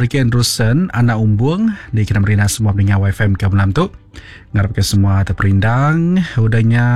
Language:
Iban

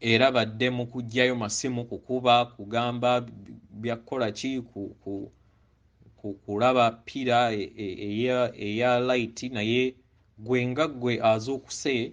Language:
Ganda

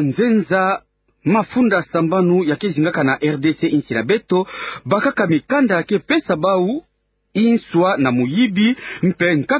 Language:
Kituba (Democratic Republic of Congo)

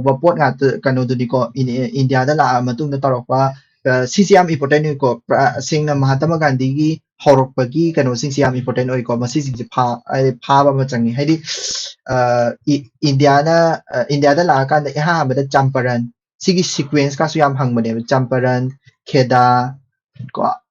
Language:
Manipuri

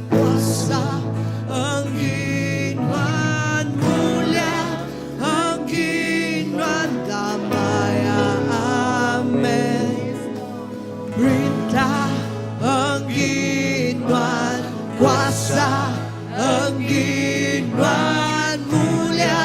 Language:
Iban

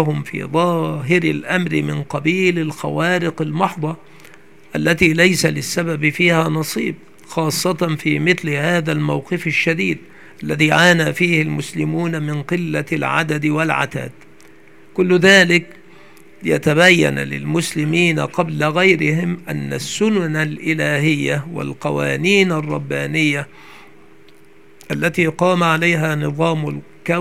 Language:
Arabic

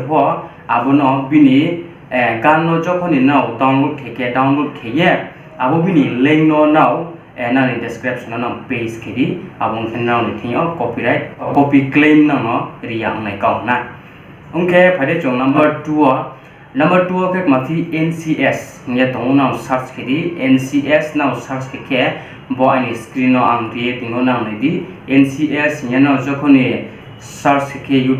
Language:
Riang (India)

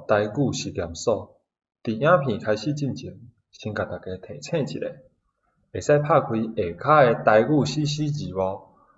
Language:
Min Nan Chinese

